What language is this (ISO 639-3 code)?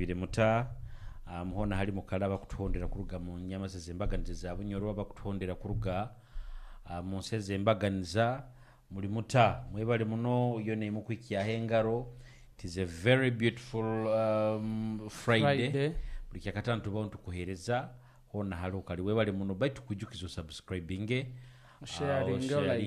nyo